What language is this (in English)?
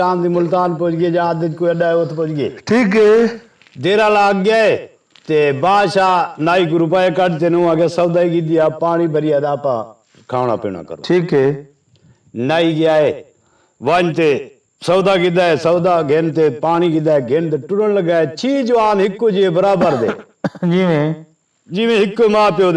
Saraiki